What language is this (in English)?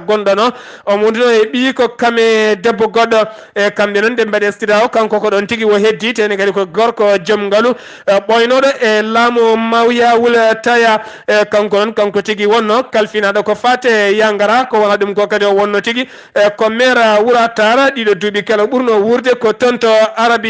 Fula